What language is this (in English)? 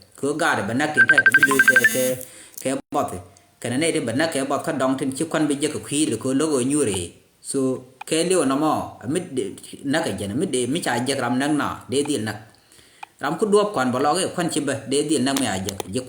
Nuer